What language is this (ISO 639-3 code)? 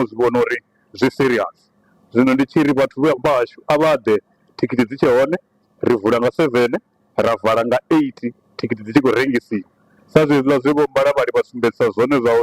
ven